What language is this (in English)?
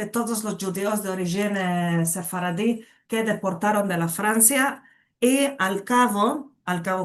Ladino